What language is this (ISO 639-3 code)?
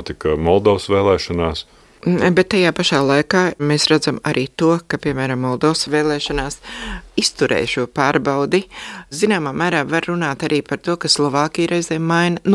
lav